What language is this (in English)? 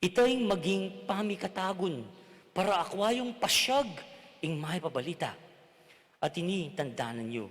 Pampanga